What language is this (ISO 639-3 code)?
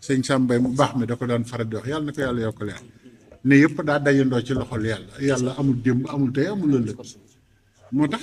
wol